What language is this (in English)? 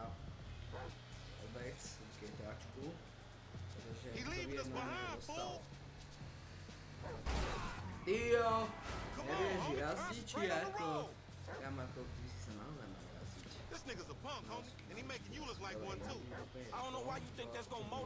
Slovak